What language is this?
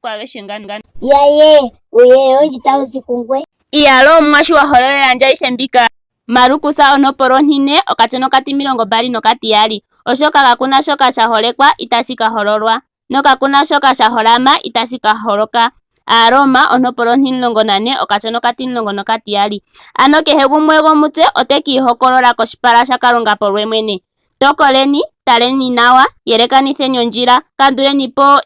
Ndonga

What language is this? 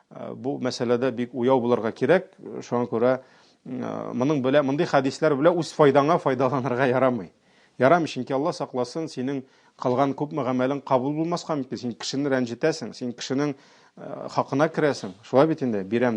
Tatar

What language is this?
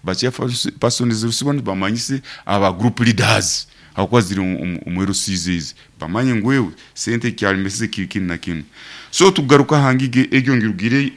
Nyoro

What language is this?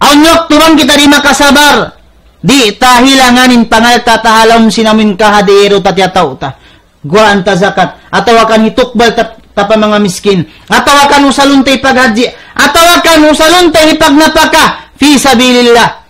Tausug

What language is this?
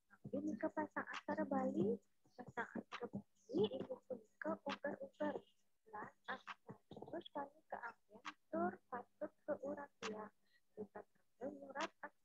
Balinese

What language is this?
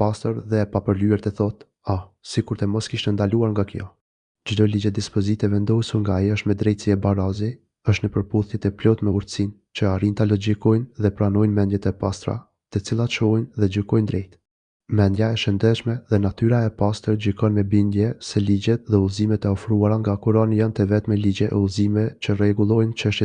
Albanian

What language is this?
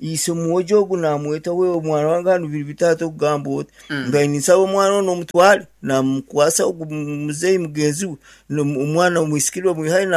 Nyankole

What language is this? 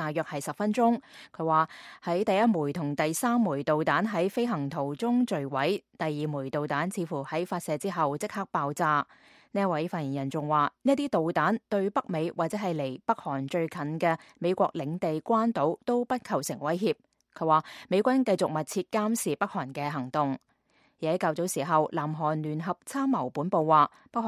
Cantonese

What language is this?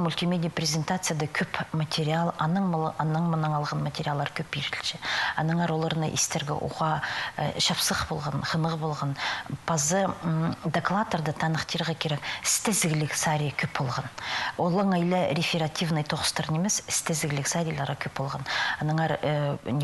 Khakas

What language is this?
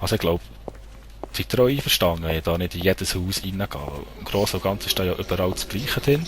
Swiss German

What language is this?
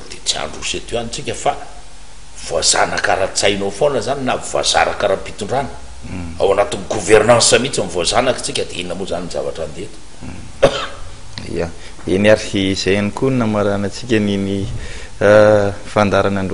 Malagasy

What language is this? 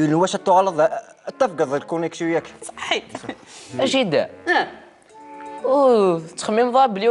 Kabyle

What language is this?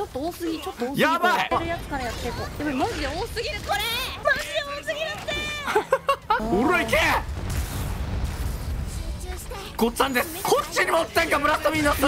Japanese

